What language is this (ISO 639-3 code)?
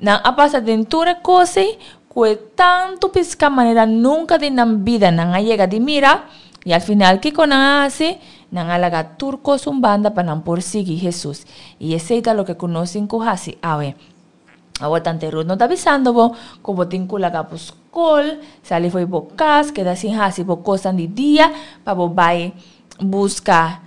pap